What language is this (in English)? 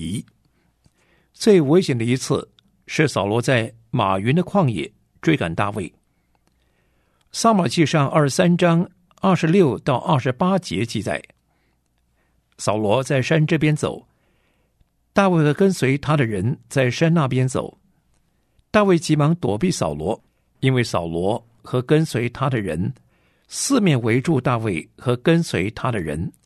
Chinese